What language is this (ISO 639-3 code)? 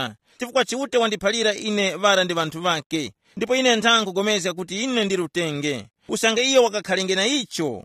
tum